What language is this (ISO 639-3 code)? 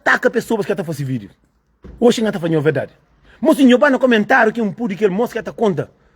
kea